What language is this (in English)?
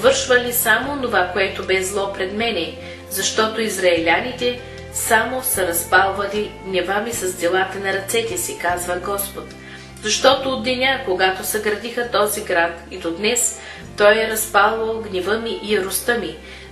Bulgarian